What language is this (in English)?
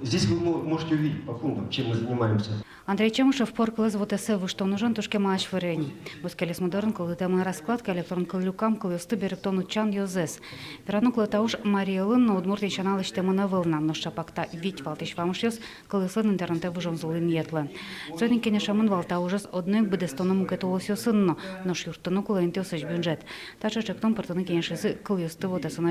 Udmurt